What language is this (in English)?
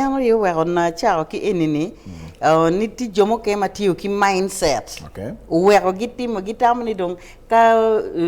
Acoli